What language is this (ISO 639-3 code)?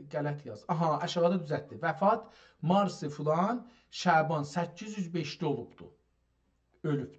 azb